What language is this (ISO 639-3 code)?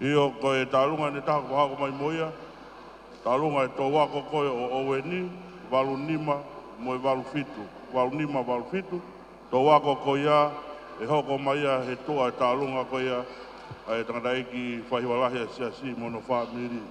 ton